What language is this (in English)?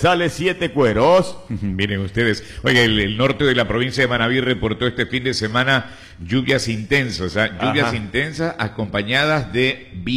Spanish